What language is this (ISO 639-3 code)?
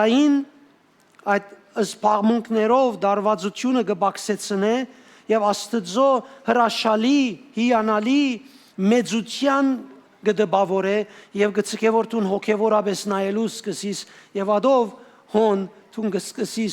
hyw